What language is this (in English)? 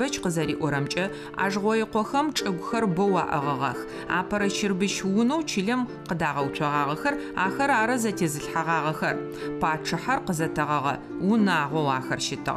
Adyghe